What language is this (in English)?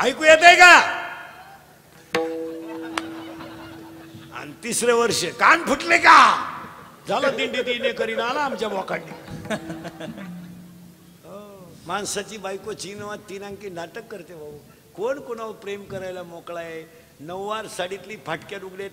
Marathi